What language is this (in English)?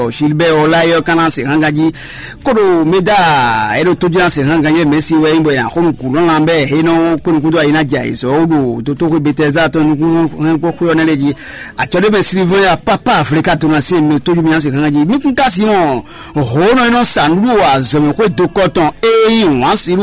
Fon